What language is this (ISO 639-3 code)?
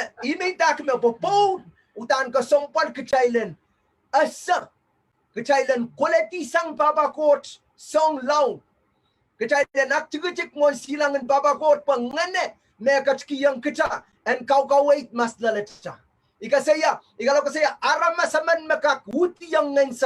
pon